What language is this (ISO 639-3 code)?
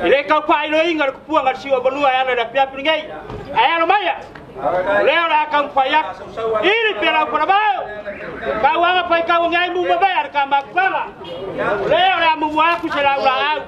smo